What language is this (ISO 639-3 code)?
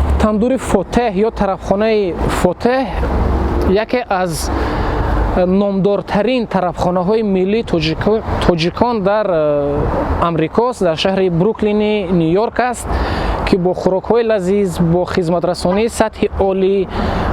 tgk